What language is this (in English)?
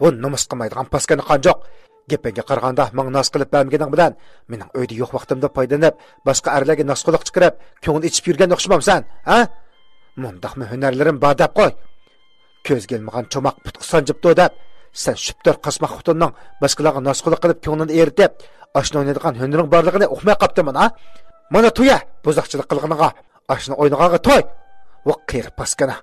Uyghur